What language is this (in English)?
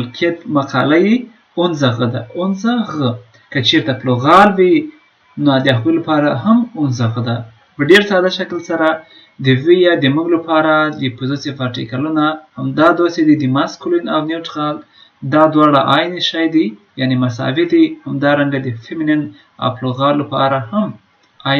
Pashto